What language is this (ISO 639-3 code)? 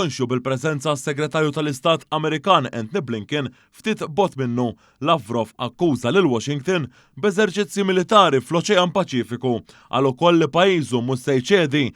mlt